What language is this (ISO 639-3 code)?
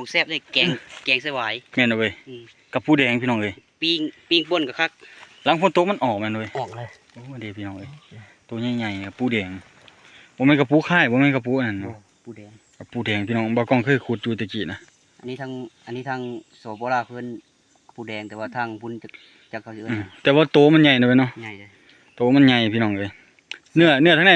lao